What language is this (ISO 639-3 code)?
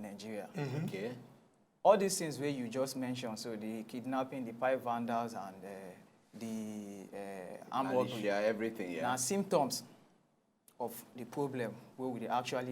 pcm